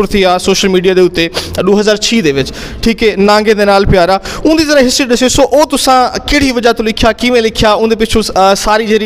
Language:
Saraiki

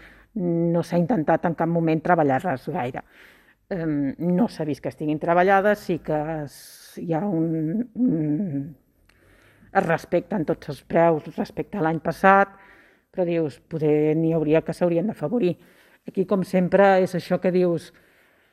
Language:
Catalan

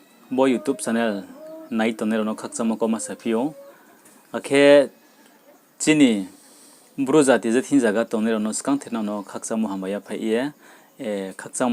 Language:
Riang (India)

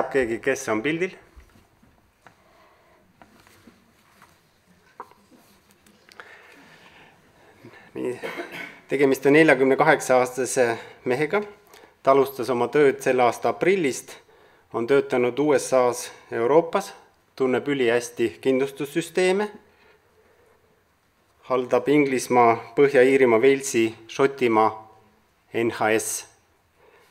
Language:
Estonian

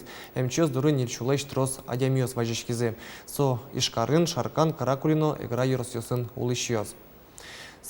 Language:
Udmurt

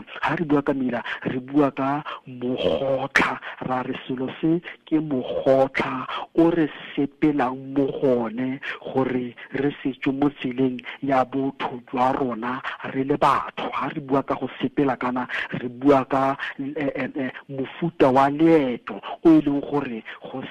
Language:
Tswana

